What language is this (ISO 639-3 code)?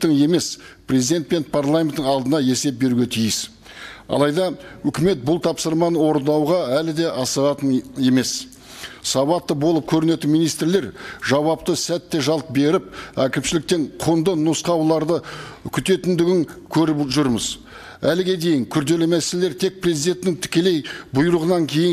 kaz